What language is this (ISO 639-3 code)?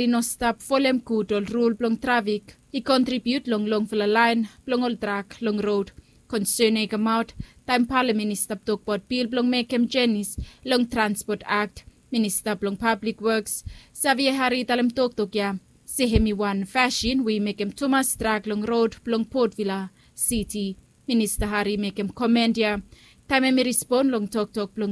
bis